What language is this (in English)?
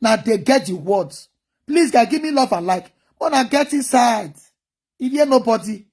Nigerian Pidgin